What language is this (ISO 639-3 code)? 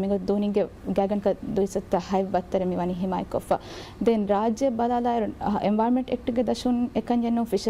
div